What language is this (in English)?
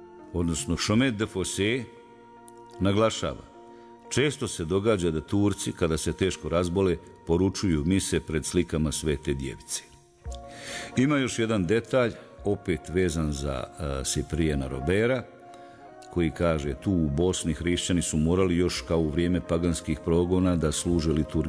Bosnian